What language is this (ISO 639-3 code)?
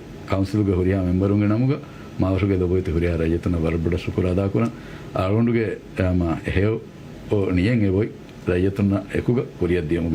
div